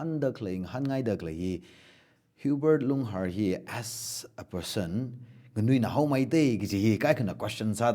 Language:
Tangkhul Naga (India)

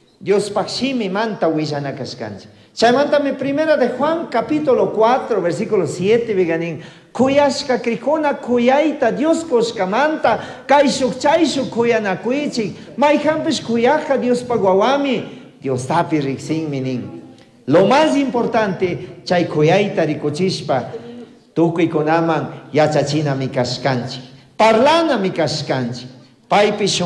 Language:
Chimborazo Highland Quichua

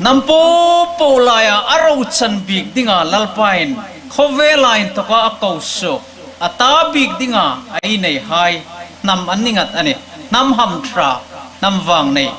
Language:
Hmar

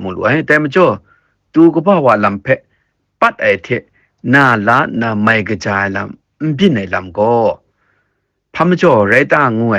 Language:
Kachin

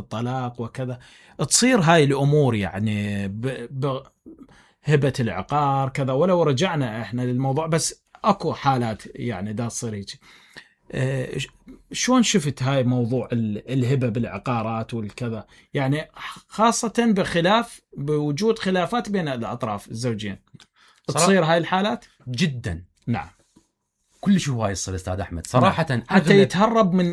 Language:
Mesopotamian Arabic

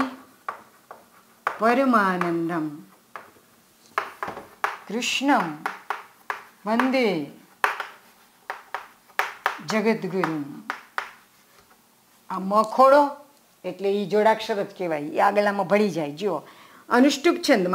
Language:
Gujarati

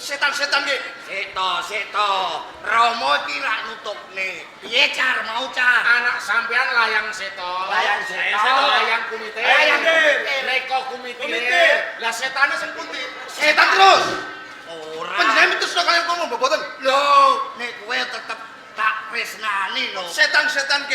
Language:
Javanese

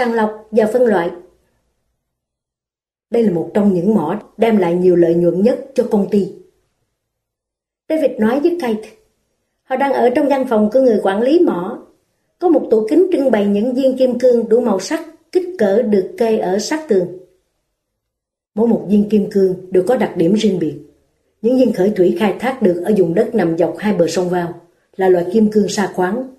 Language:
Vietnamese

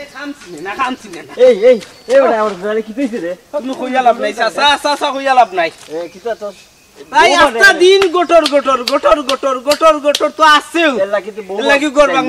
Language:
Sylheti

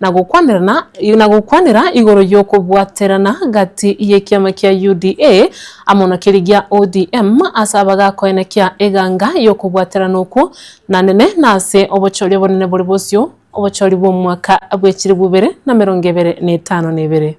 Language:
Gusii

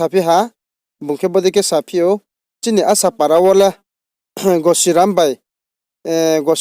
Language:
Riang (India)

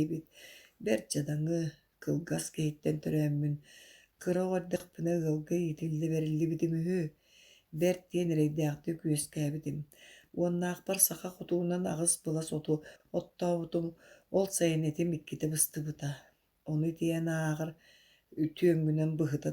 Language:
Yakut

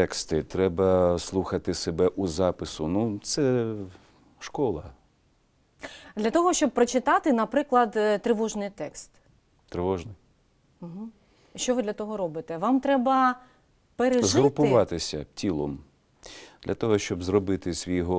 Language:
Ukrainian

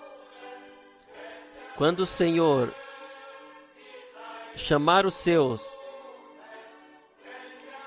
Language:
Portuguese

